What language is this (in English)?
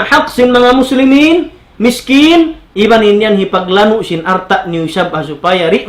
Tausug